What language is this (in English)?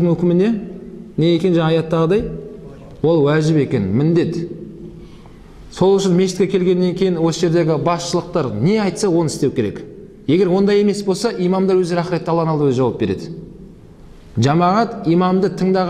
Kazakh